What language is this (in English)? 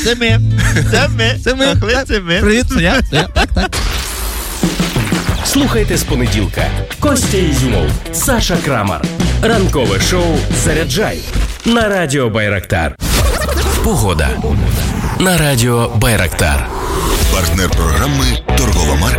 Ukrainian